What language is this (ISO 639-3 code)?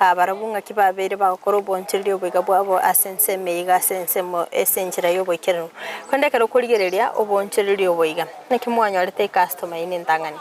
guz